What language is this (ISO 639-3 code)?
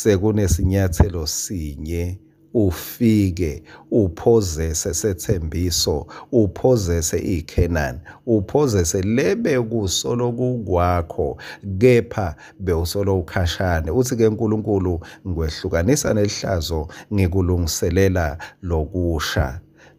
ssw